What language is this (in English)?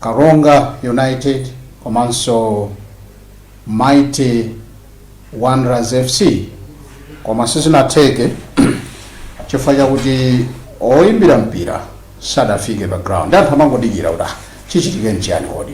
Nyanja